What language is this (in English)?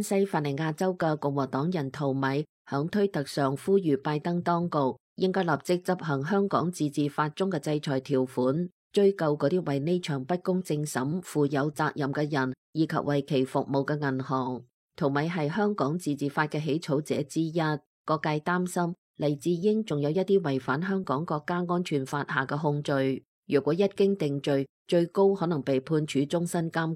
Cantonese